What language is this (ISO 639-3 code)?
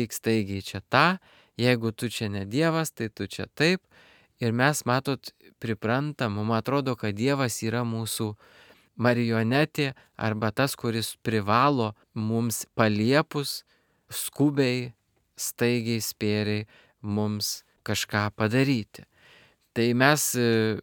lit